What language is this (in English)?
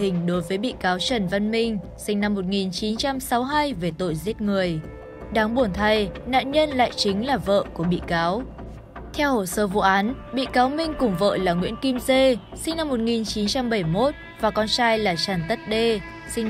Vietnamese